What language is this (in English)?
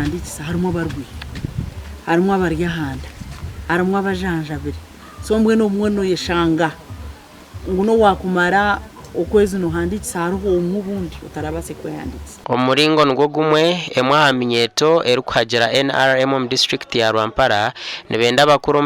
Nyankole